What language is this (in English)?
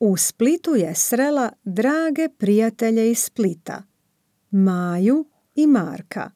Serbian